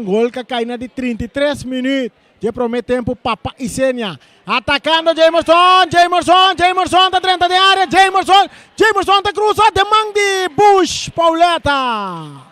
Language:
Papiamento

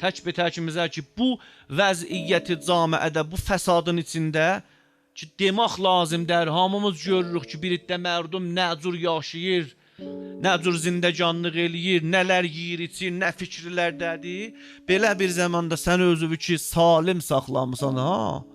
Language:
South Azerbaijani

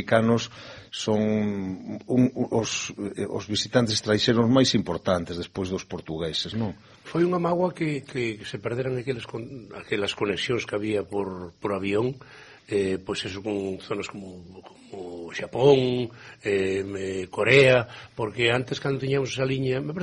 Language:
Galician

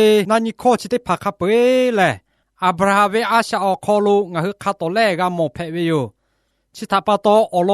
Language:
Lahu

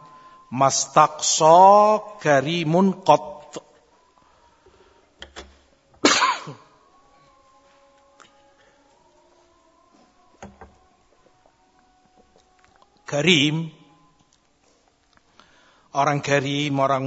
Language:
Indonesian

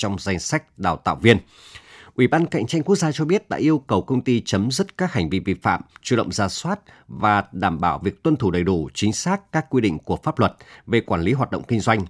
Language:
Vietnamese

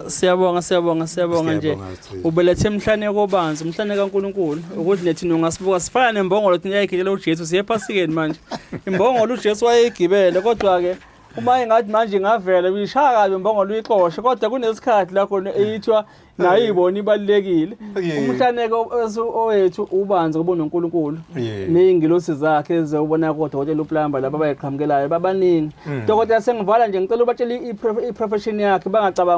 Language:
Zulu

